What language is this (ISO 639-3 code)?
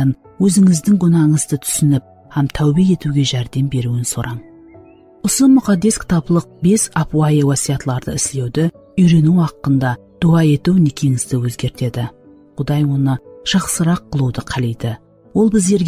kaa